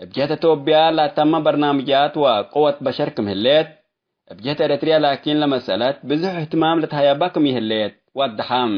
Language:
Tigre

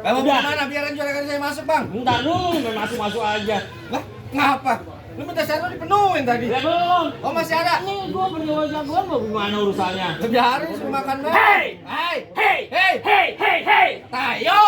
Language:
Betawi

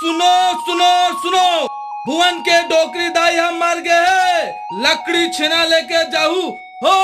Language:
Chhattisgarhi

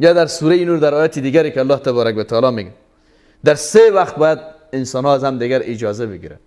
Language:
Persian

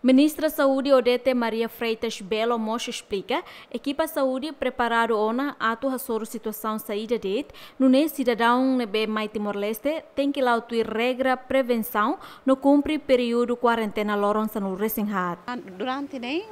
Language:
Tetum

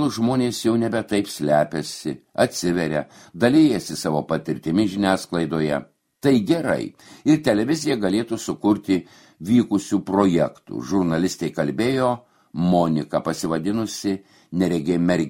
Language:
Lithuanian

